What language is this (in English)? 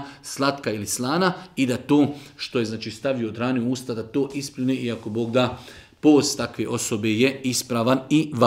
Bosnian